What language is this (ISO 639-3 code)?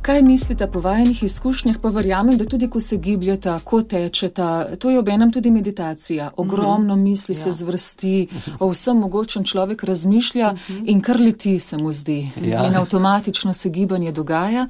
slv